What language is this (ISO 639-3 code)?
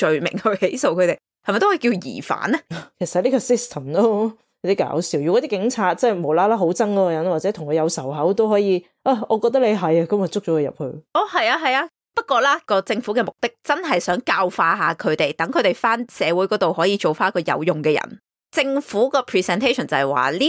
yue